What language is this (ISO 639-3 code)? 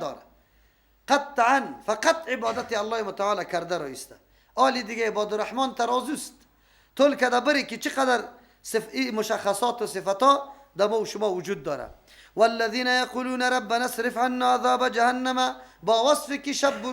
fas